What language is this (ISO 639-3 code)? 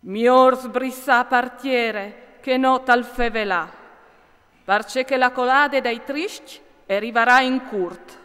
fur